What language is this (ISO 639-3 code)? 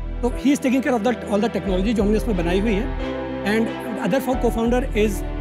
hin